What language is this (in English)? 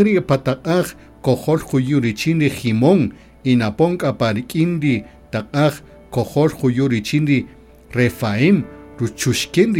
Kaqchikel